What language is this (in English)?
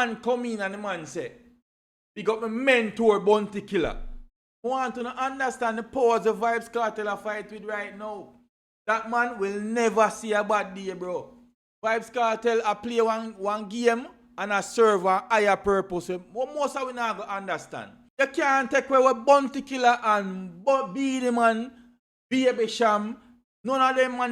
Jamaican Creole English